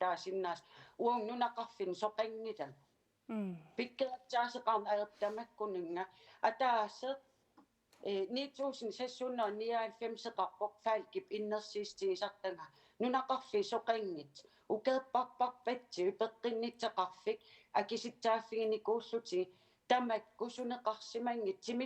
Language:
Kalaallisut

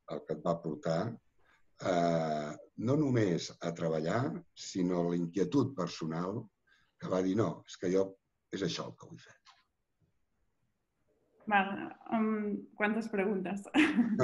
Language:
Catalan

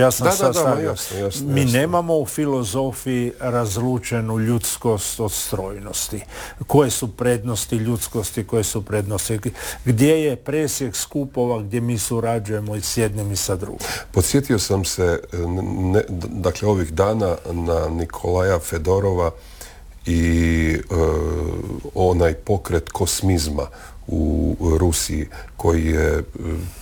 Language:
Croatian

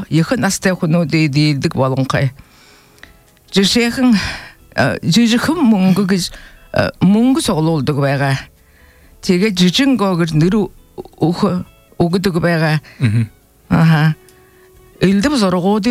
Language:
Buriat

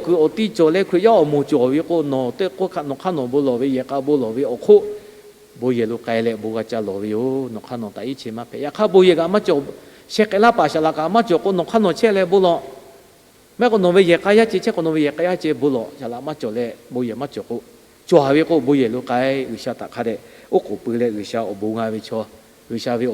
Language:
Lahu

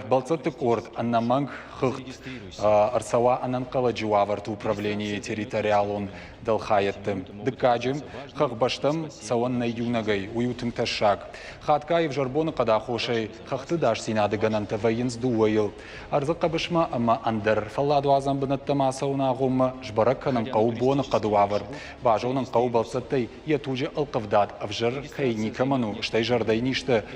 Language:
Ossetic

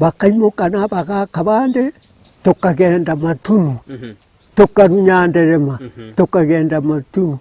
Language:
Gusii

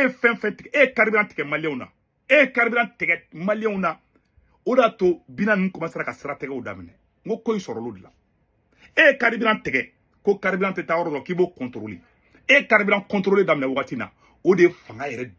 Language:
Bambara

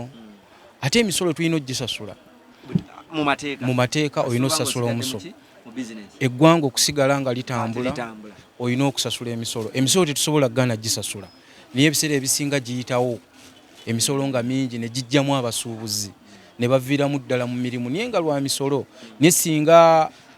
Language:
Ganda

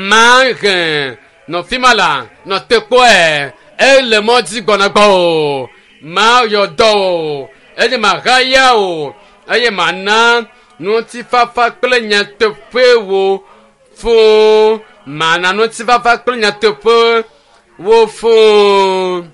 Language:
Ewe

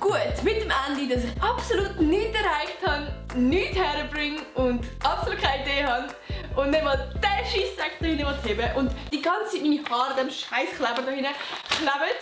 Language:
Swiss German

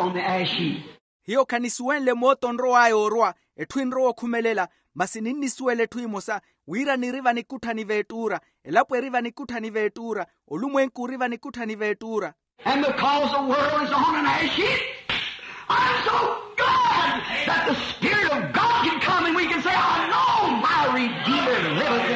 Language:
Makhuwa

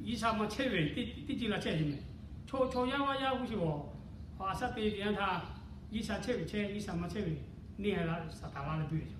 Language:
Lahu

